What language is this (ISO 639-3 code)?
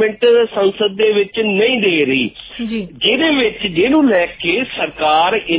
pan